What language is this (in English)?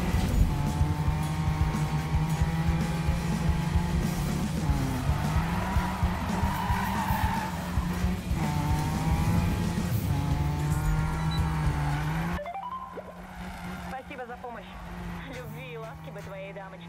Russian